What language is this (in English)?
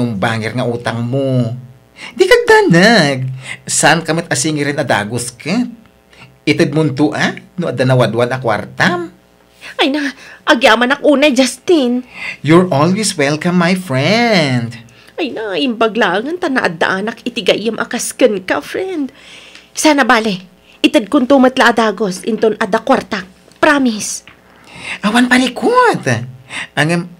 Iloko